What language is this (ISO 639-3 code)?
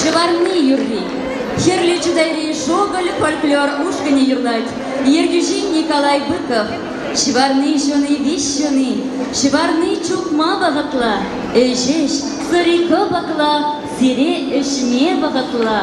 chv